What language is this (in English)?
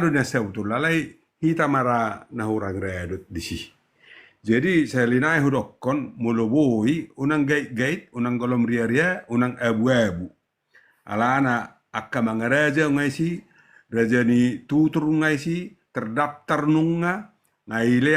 Batak Toba